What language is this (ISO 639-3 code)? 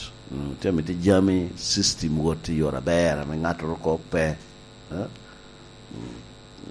laj